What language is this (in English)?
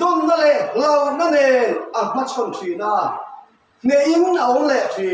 Mizo